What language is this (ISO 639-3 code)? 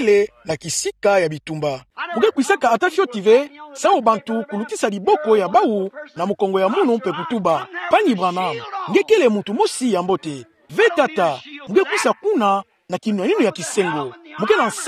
ktu